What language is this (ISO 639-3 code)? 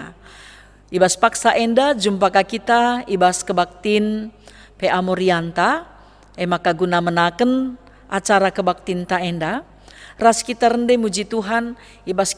btx